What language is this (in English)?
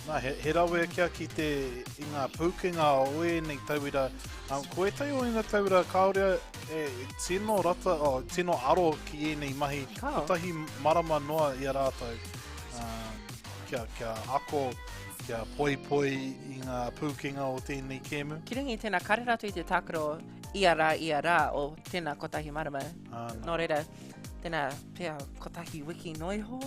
Māori